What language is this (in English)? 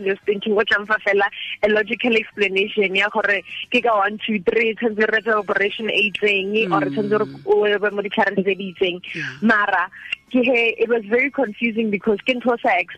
Tswana